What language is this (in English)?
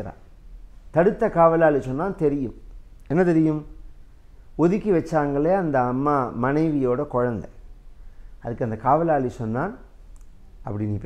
Tamil